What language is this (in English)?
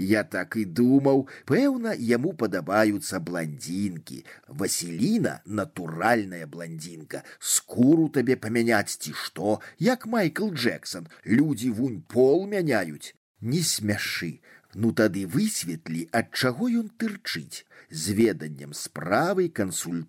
Belarusian